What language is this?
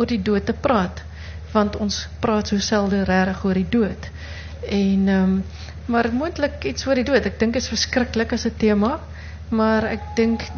Afrikaans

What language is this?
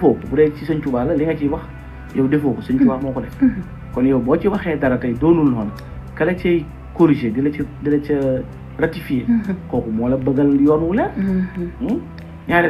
Wolof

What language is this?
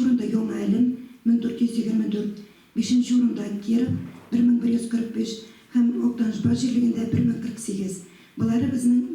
Tatar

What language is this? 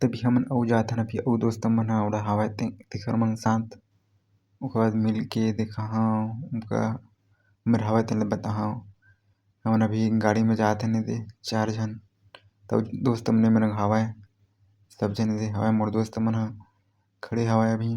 Chhattisgarhi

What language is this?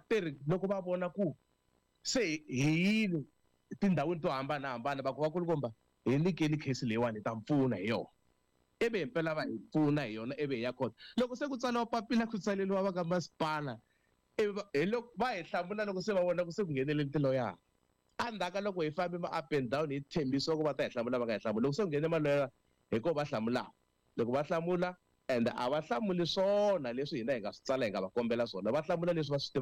Tsonga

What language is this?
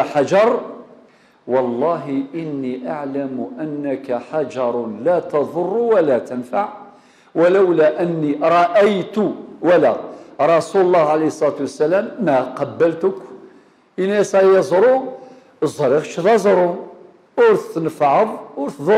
Kabyle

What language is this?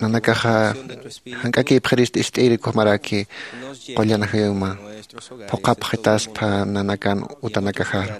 Aymara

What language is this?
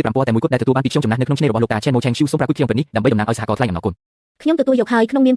Khmer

